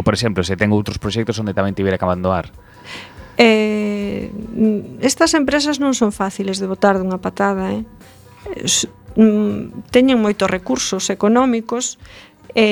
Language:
Galician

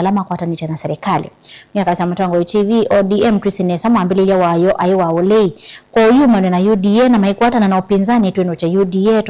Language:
Kamba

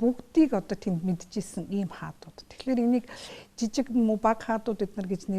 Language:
Mongolian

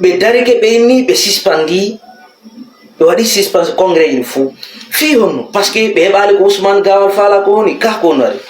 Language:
Fula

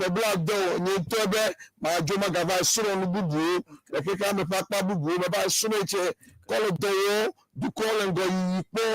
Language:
Ewe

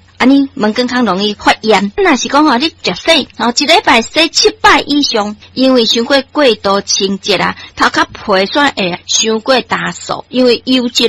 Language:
Min Nan Chinese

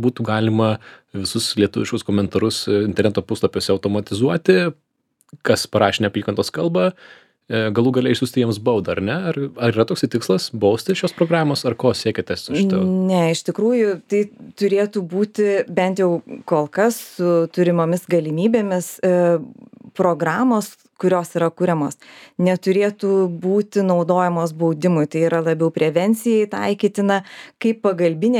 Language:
Lithuanian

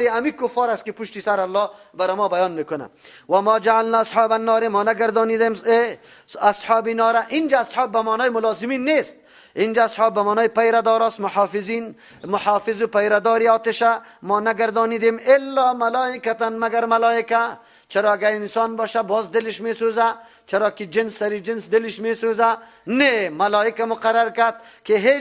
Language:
Persian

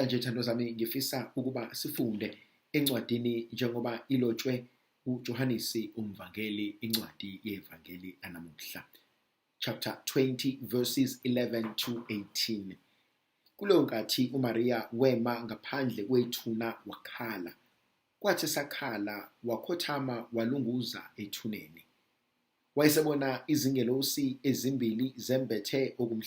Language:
Zulu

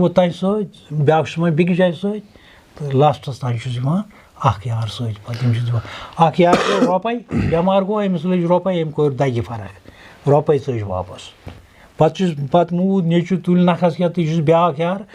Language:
Kashmiri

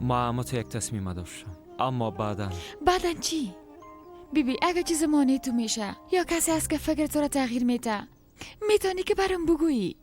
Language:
Persian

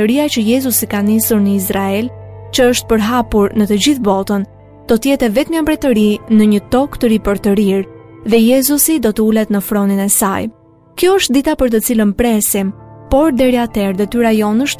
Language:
Albanian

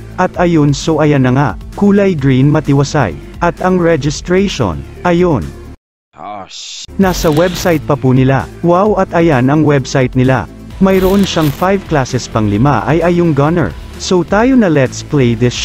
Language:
Filipino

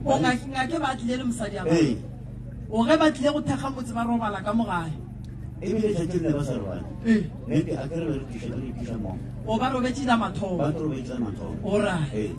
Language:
Northern Sotho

